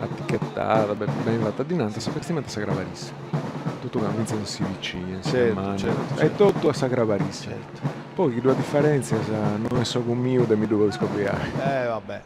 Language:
Sardinian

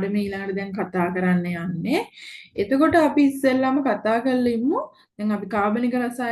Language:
Sinhala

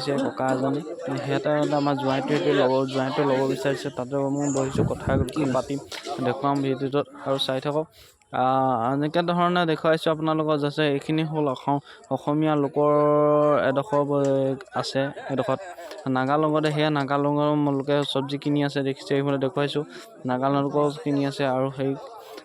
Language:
Assamese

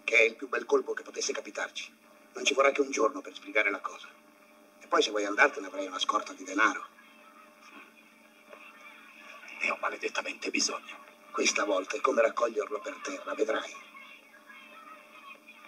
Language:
Italian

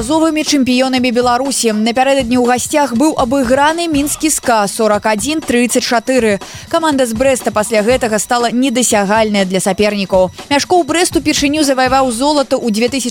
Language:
Belarusian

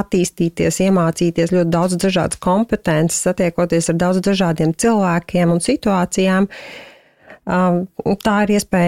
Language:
Latvian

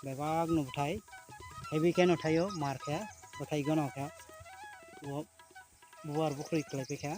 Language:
Kok Borok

